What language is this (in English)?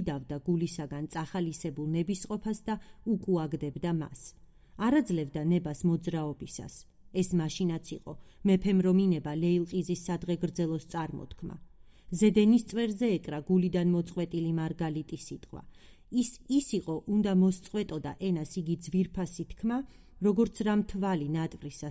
Georgian